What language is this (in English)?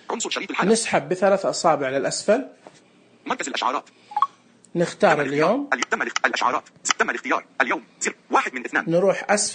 Najdi Arabic